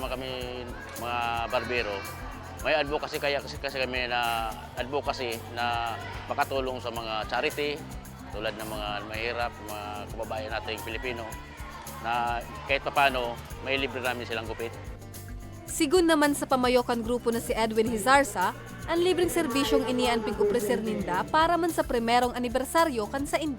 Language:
Bikol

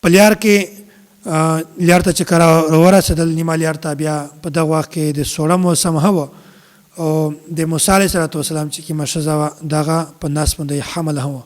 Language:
Pashto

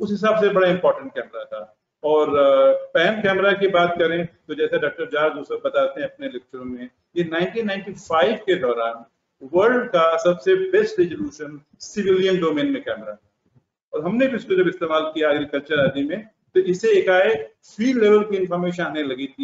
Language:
Hindi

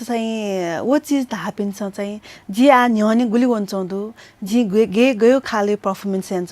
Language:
Newari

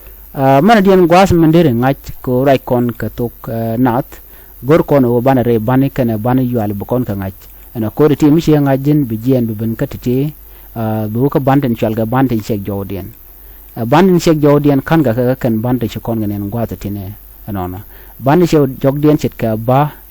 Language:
Nuer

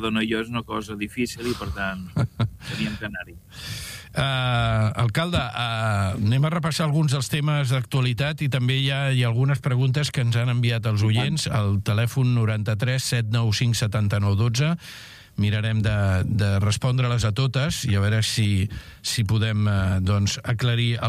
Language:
Catalan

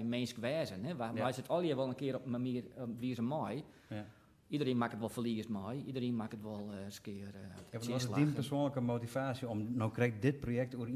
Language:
Western Frisian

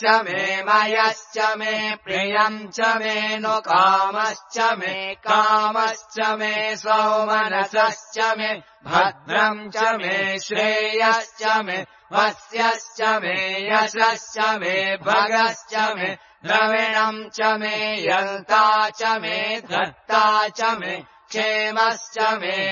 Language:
Sanskrit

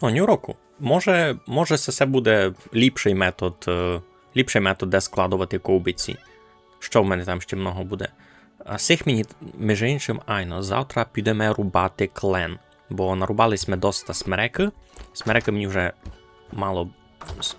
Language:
Rusyn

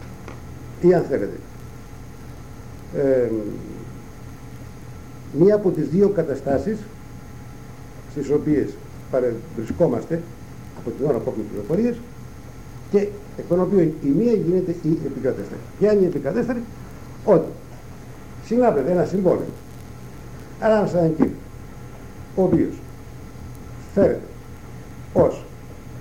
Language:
Greek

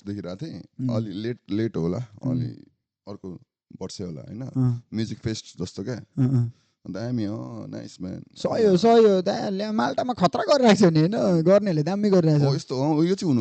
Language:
Nepali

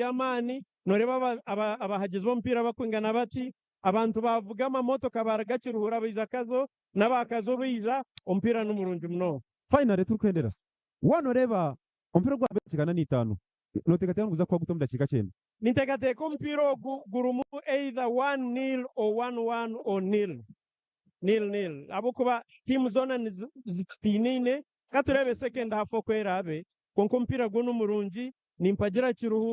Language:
Nyankole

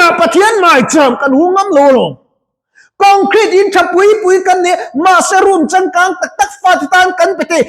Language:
Mizo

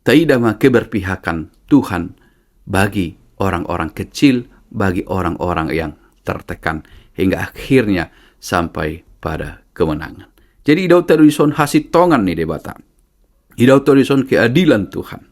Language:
Batak Toba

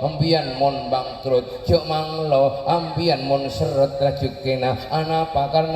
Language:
Madurese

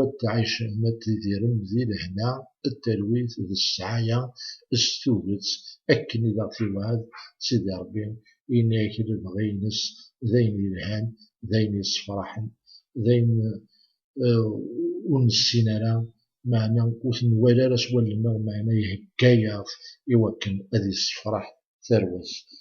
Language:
Kabyle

